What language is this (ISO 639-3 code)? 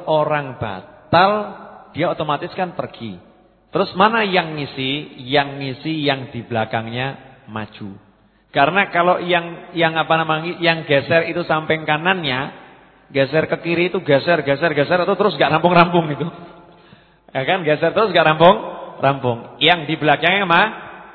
ind